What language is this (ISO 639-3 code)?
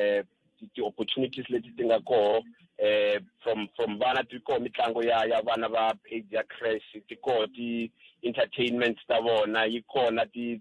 tso